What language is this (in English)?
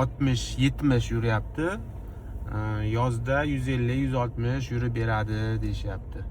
Uzbek